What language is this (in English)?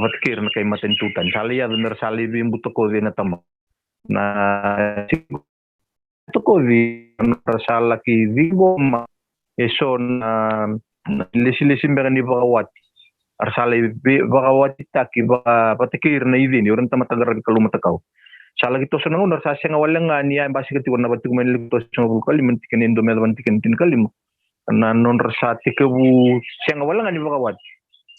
Fijian